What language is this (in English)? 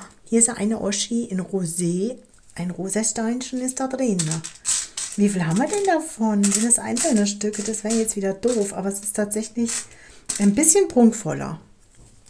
German